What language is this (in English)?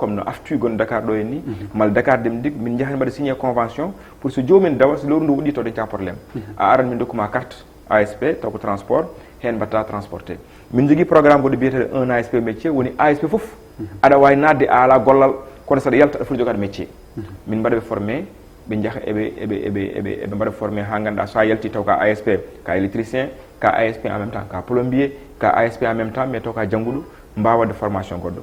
Fula